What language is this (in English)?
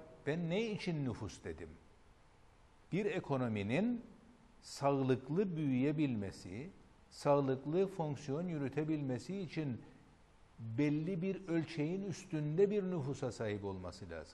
Turkish